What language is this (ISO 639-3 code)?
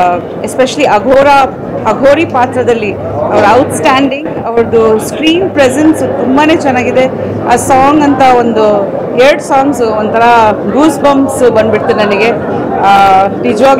kan